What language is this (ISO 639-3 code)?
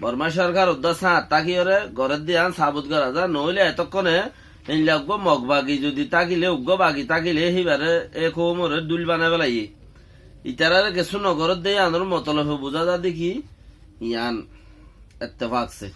rhg